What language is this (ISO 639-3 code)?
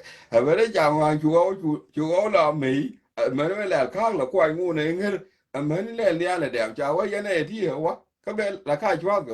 nus